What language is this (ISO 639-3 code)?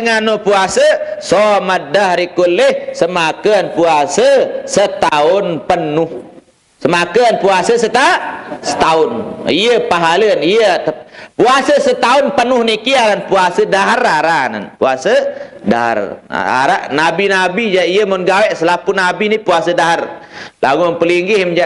sas